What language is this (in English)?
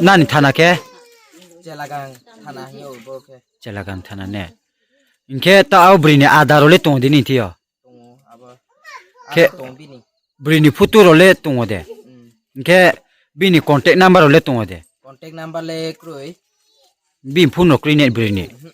Riang (India)